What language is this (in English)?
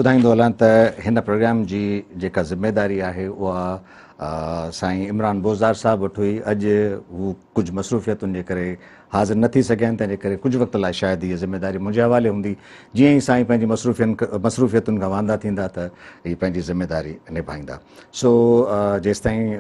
Sindhi